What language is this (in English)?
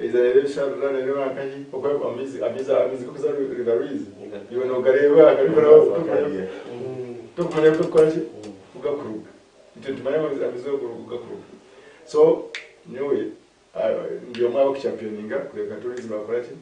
Nyankole